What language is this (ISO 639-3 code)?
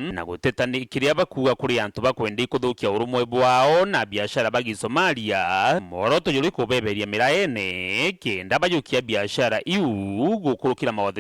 mer